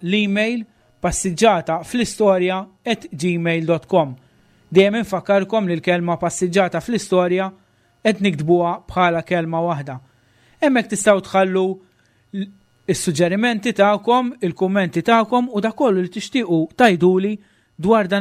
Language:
Maltese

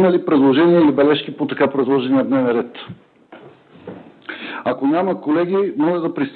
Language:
Bulgarian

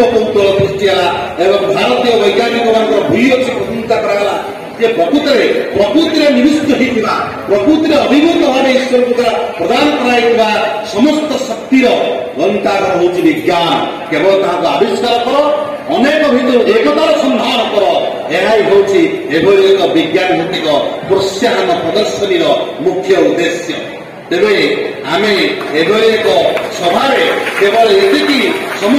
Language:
Odia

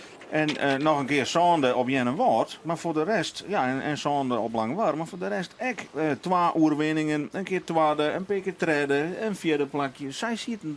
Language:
Western Frisian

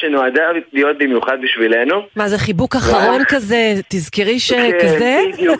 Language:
Hebrew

